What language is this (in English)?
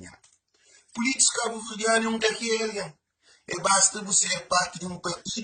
Kabuverdianu